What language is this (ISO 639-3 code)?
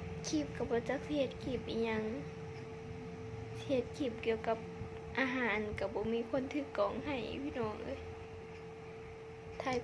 lao